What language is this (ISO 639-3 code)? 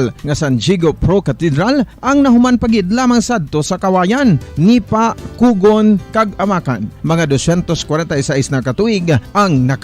hil